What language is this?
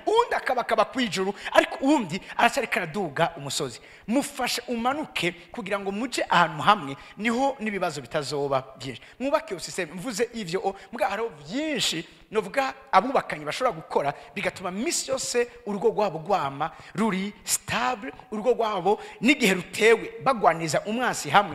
Rundi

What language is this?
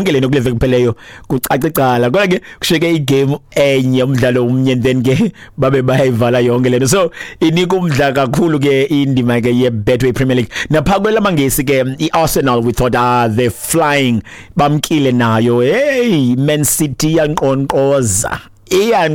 Xhosa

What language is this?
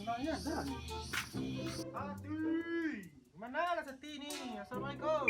Minangkabau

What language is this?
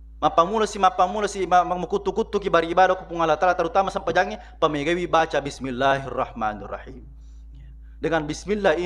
Buginese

